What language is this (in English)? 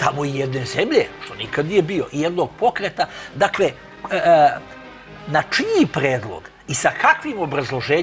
Serbian